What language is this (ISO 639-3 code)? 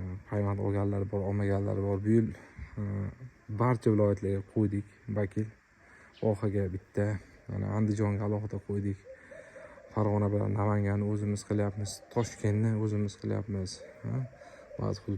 uzb